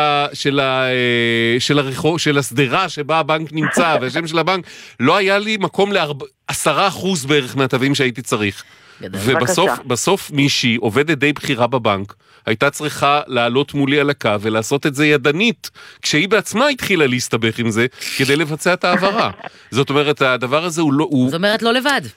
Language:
Hebrew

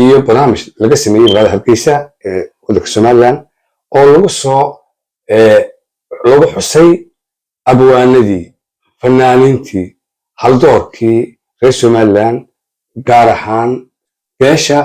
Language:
Somali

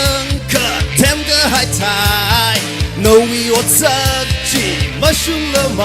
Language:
Tangkhul Naga (India)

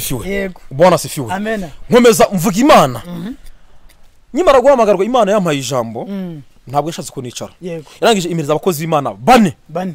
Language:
Kinyarwanda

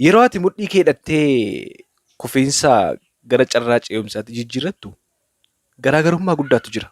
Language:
Oromo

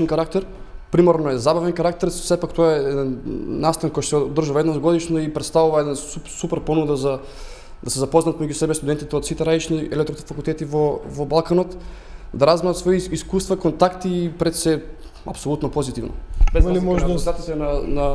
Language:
Macedonian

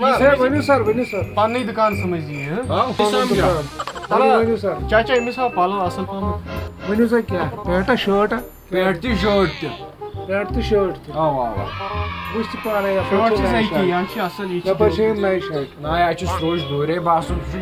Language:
Kashmiri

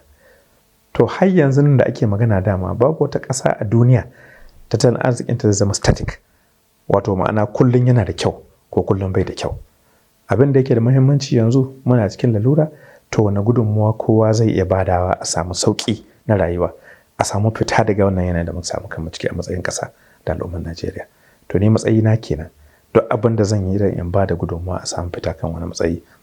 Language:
Hausa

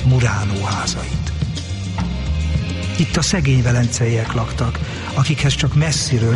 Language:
Hungarian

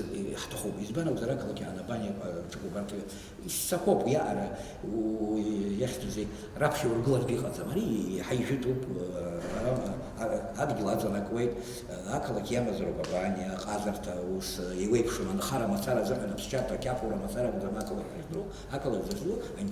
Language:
Abkhazian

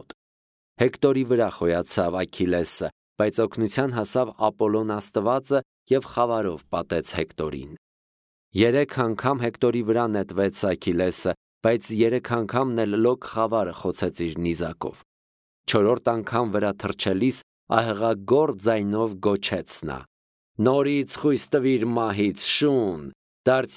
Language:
Armenian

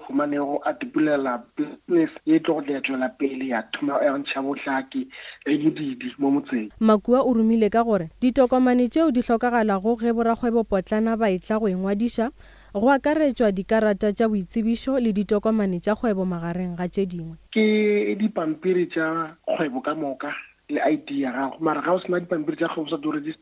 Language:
Northern Sotho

